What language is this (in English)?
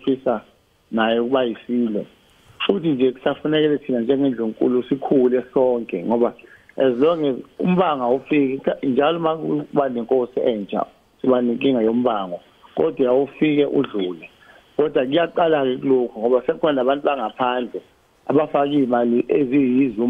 Zulu